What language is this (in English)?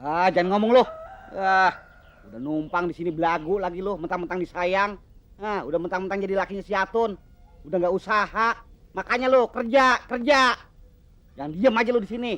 Betawi